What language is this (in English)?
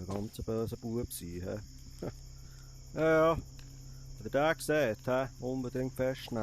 Swiss German